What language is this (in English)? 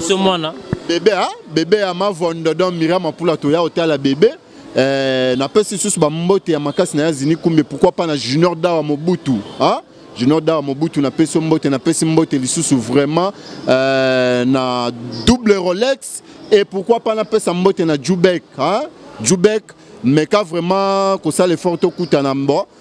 Lingala